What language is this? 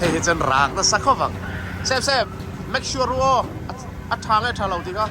Mizo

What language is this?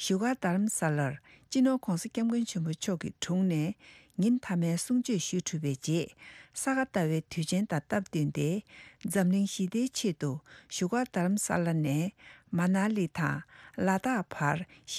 Tibetan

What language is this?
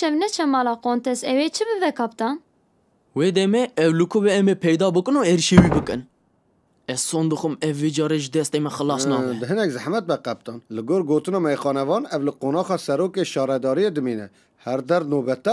Kurdish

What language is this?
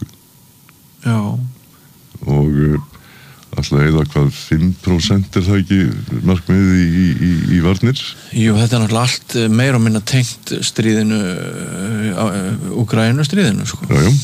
Icelandic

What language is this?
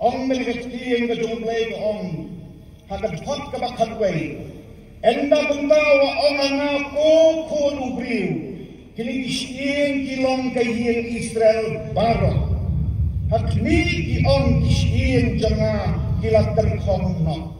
Khasi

